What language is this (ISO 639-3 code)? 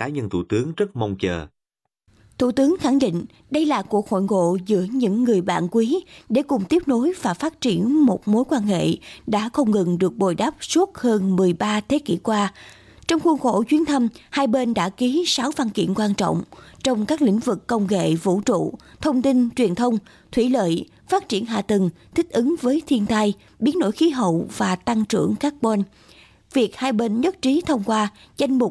vie